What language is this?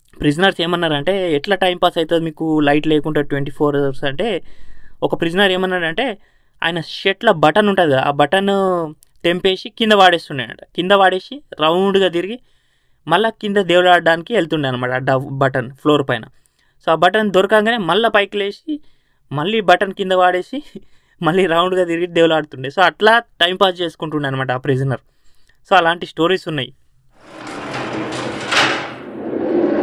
Telugu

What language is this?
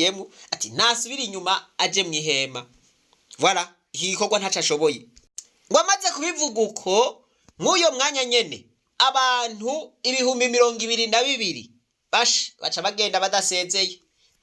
Rundi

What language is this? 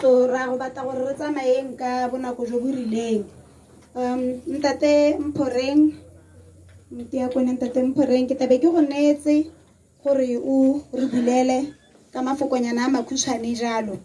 Tswana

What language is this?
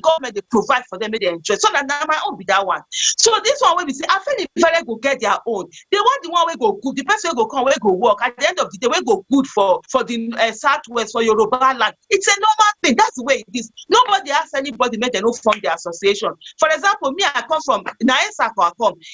Nigerian Pidgin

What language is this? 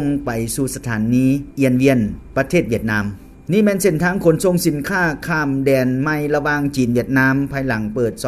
Lao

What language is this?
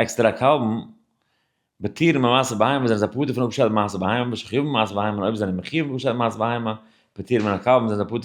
Yiddish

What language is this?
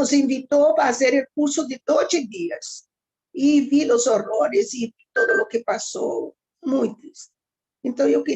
Ladino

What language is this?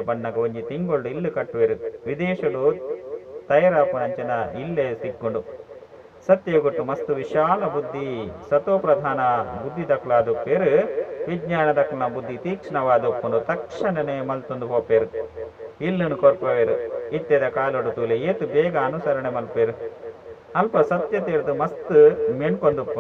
Tulu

